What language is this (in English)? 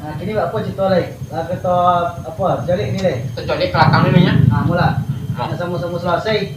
Minangkabau